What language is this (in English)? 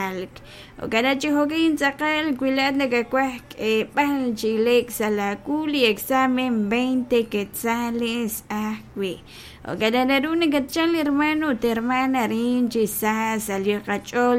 Kekchí